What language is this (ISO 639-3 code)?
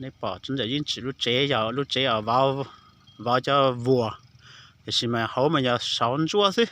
hmn